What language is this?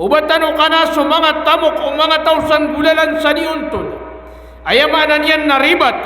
Maranao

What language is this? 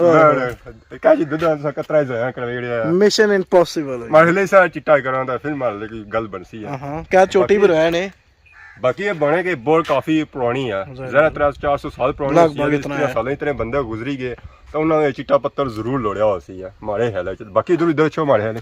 Pahari-Potwari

